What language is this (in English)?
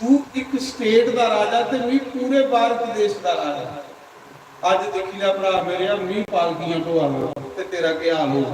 Dogri